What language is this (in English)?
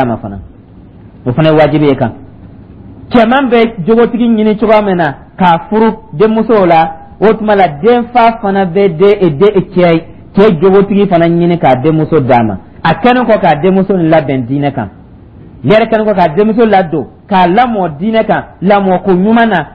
Dyula